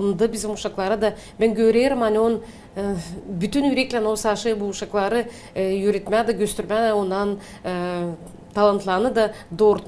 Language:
Gagauz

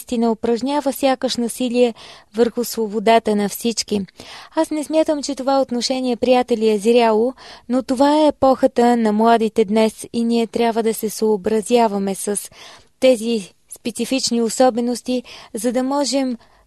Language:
Bulgarian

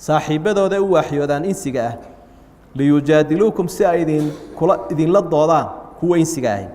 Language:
Somali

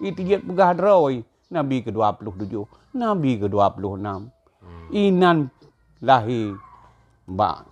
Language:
Achinese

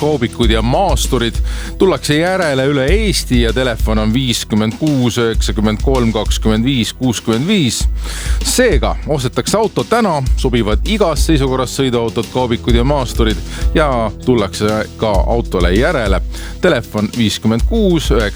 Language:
Estonian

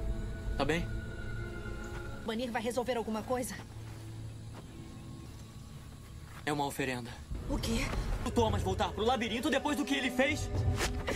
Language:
Portuguese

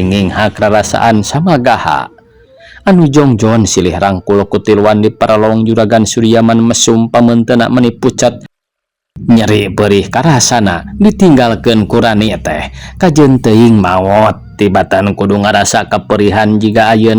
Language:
Sundanese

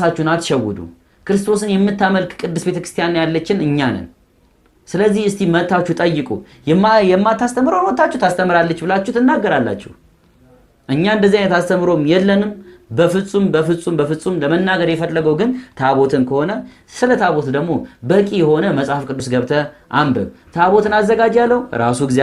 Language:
Amharic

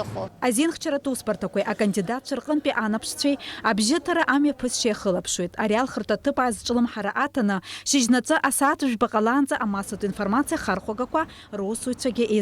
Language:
Abkhazian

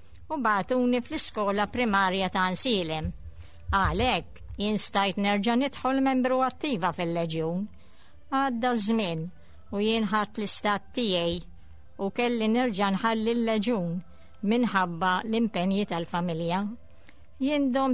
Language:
Maltese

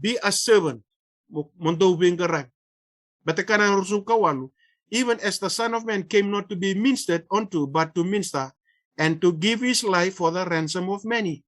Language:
Fijian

